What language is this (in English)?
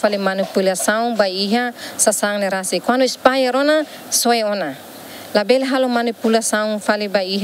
Tetum